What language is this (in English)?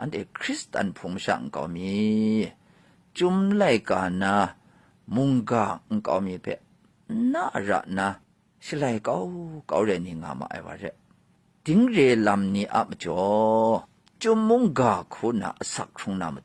Kachin